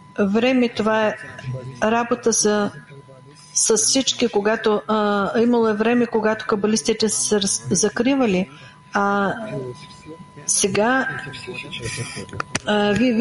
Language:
Bulgarian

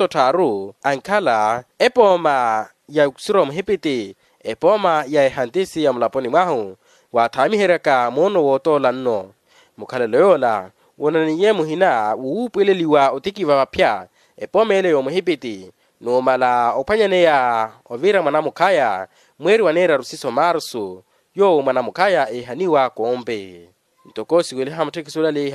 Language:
Makhuwa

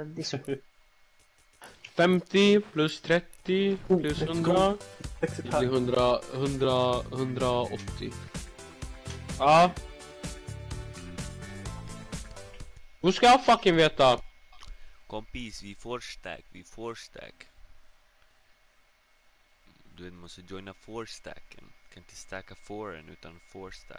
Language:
Swedish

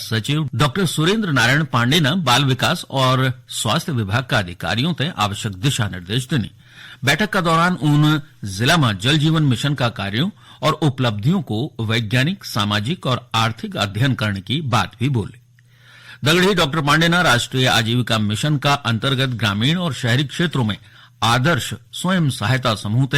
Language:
Garhwali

